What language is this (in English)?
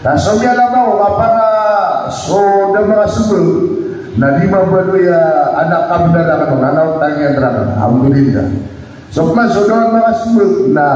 Maranao